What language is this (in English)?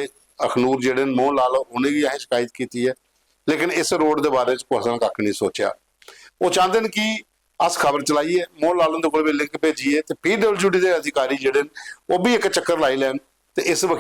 Dogri